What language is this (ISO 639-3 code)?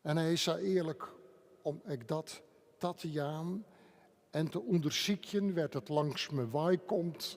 fry